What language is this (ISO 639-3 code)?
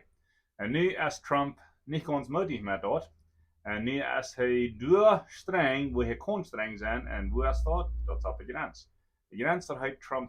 pdt